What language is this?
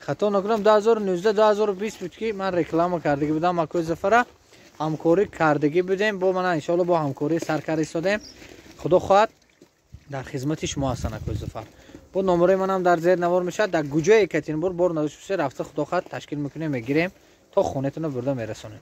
Tajik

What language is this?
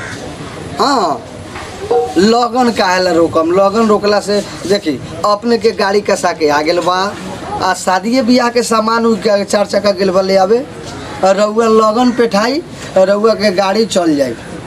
Bhojpuri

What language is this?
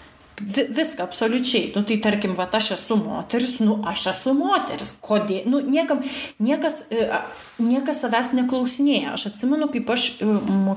Lithuanian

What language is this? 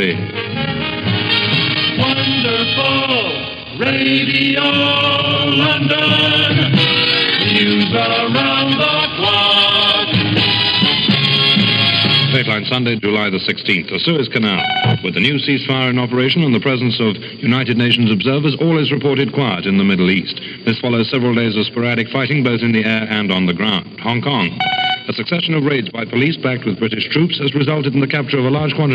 English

